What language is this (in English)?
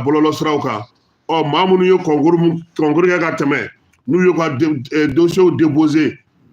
Bambara